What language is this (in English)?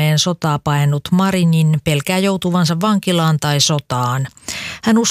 Finnish